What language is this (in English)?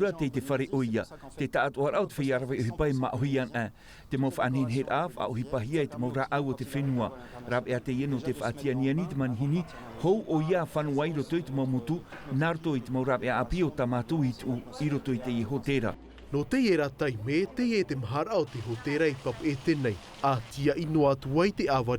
Tahitian